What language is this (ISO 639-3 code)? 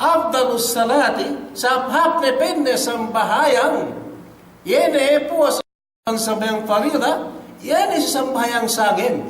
yka